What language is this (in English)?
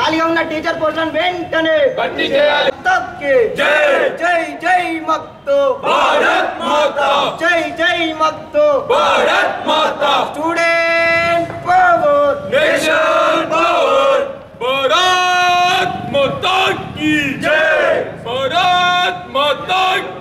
Telugu